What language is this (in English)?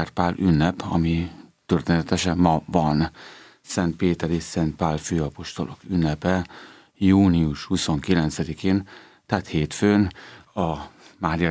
Hungarian